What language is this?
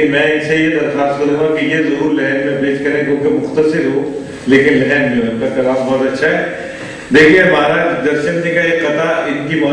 Urdu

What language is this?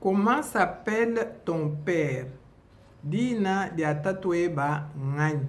Luba-Lulua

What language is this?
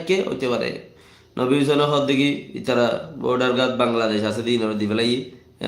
Rohingya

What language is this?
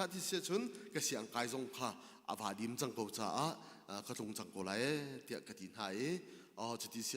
Hakha Chin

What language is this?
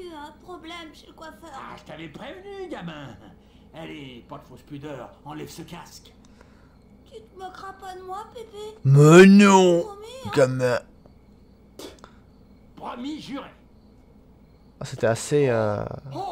French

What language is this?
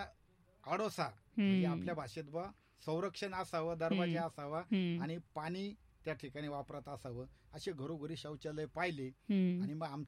Marathi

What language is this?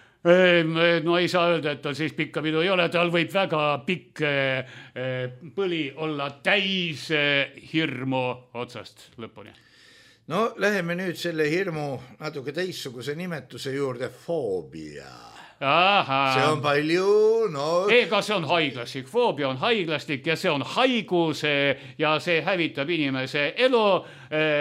Estonian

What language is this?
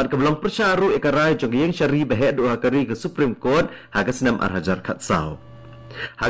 Khasi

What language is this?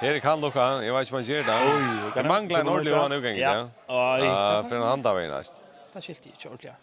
Faroese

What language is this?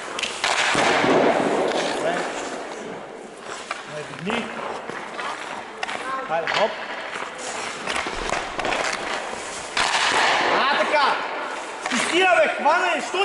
Bulgarian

